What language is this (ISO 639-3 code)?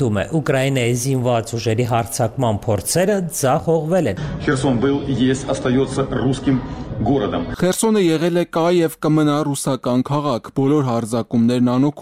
hye